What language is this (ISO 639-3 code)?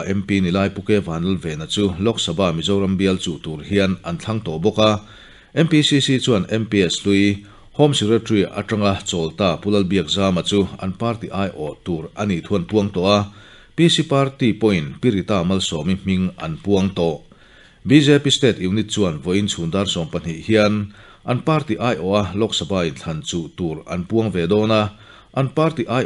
lus